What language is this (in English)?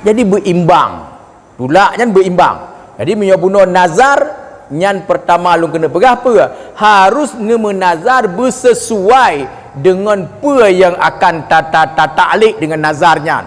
Achinese